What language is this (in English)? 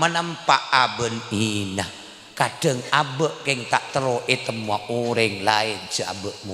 Madurese